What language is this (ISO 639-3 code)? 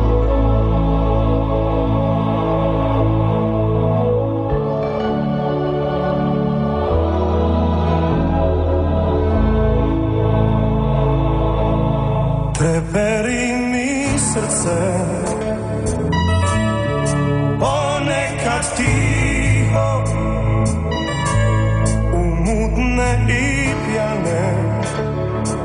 hrv